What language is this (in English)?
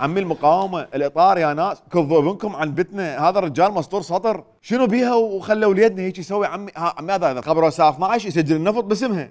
Mesopotamian Arabic